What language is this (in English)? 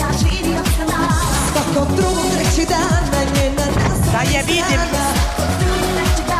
Serbian